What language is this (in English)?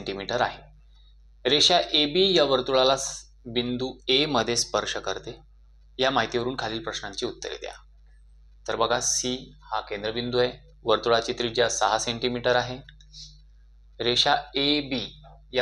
Marathi